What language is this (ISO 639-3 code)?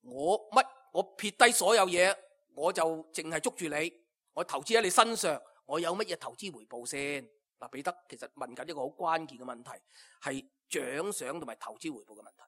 yue